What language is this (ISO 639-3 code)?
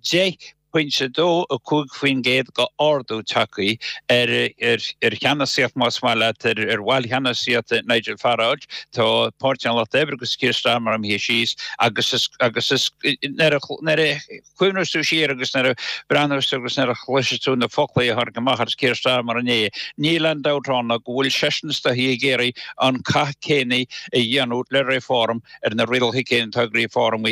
gle